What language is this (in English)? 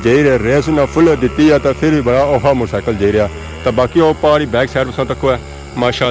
Pahari-Potwari